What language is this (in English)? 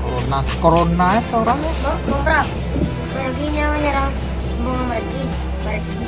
Minangkabau